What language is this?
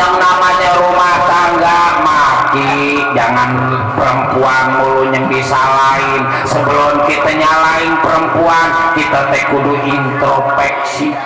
Betawi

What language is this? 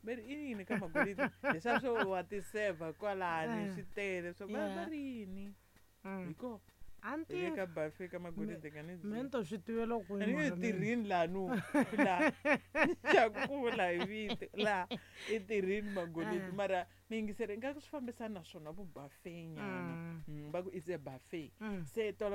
Tsonga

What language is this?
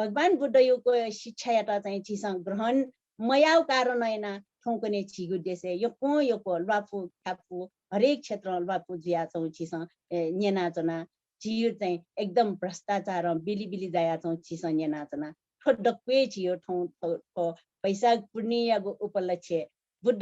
Newari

